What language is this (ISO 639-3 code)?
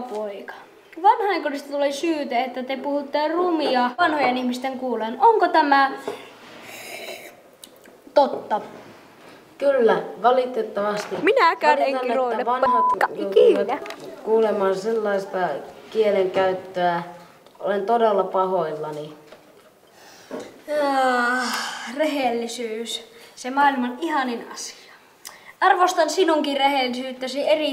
fin